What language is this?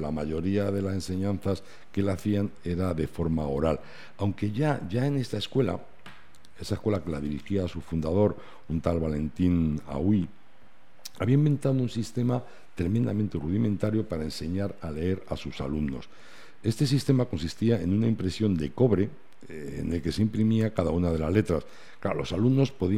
Spanish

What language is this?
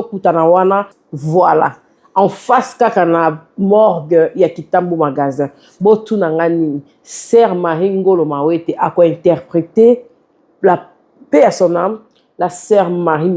Lingala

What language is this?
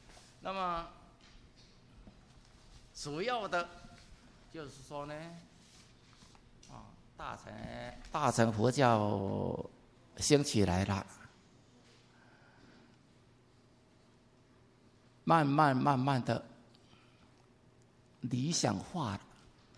Chinese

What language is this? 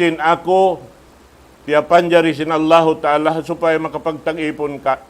Tausug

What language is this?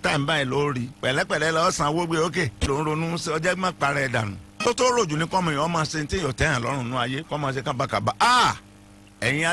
Yoruba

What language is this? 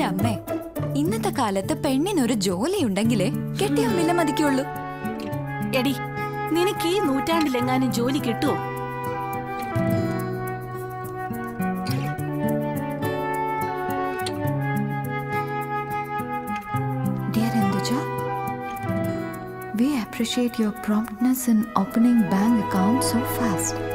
Malayalam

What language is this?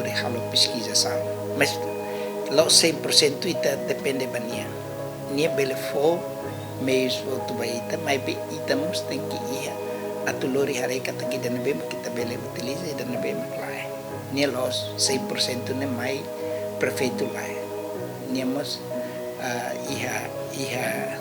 Tetum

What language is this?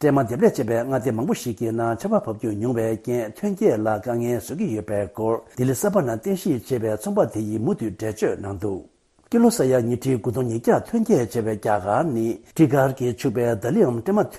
Tibetan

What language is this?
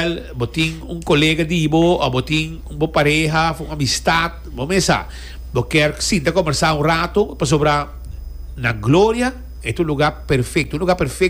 Papiamento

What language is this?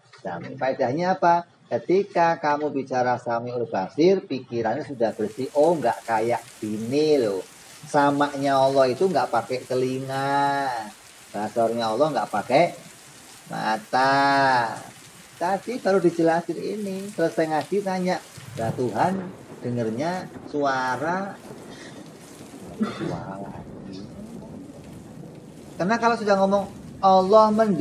Indonesian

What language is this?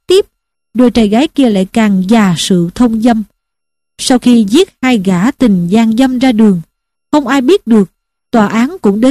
Vietnamese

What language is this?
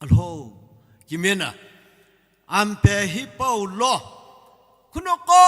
Sumi Naga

